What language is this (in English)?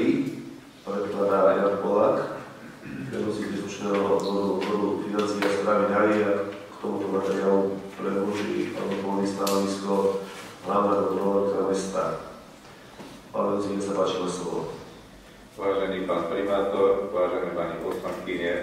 Slovak